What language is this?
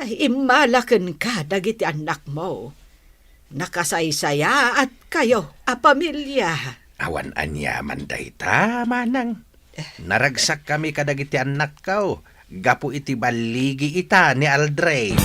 Iloko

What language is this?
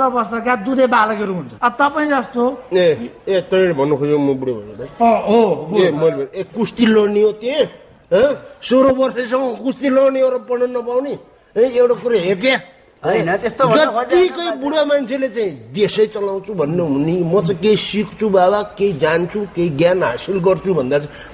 Nepali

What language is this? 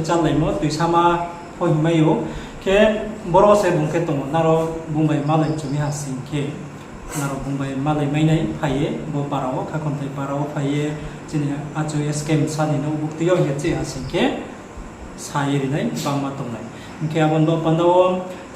Riang (India)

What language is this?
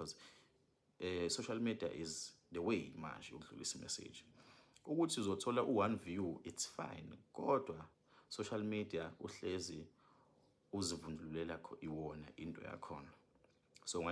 Zulu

